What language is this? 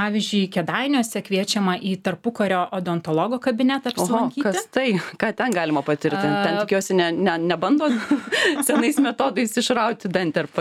Lithuanian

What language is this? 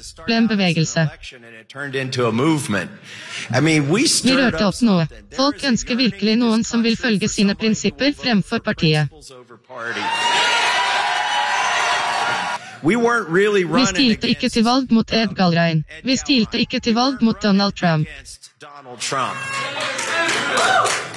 Norwegian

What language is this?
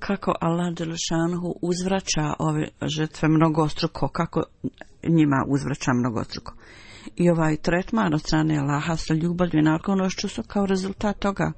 Bosnian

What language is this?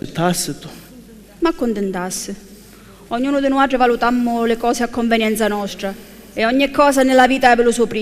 Sicilian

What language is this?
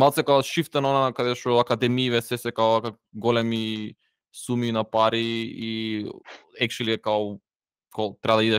Macedonian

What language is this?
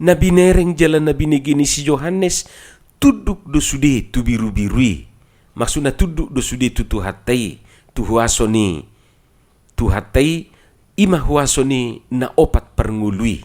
Batak Toba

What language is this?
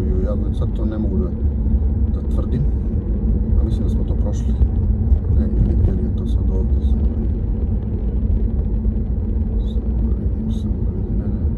Serbian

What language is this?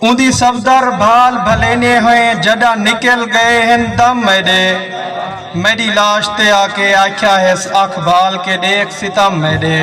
Saraiki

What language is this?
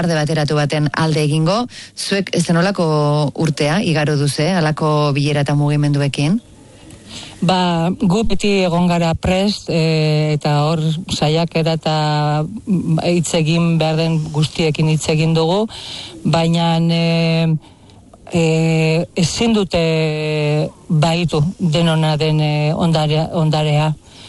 Basque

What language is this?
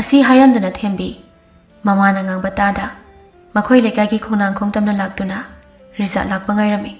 Manipuri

